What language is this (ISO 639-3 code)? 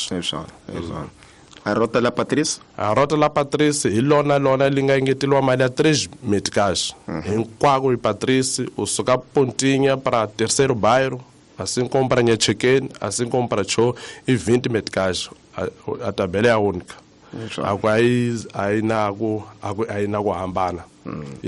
tso